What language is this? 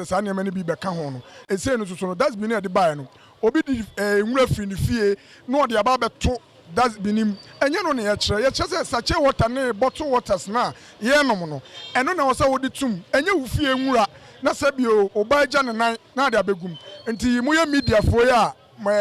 Akan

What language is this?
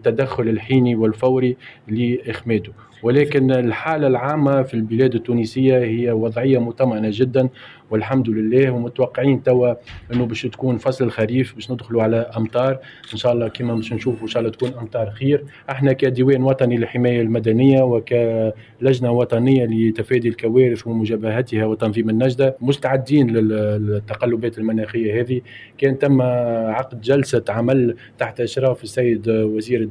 Tunisian Arabic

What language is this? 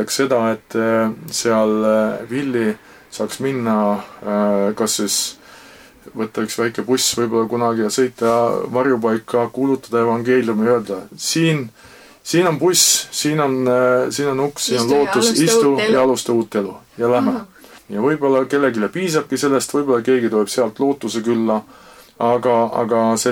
Estonian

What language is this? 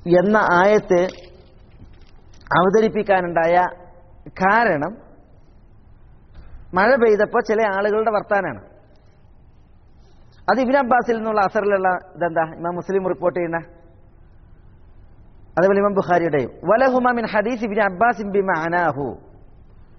Malayalam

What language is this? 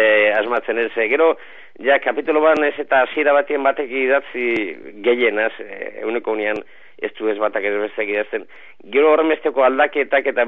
Basque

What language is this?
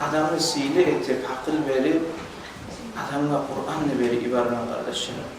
Kumyk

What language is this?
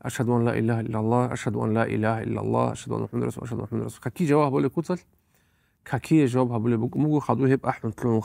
Avaric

